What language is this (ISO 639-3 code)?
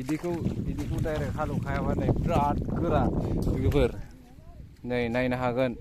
brx